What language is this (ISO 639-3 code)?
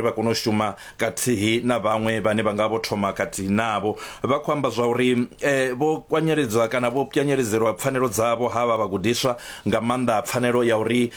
ven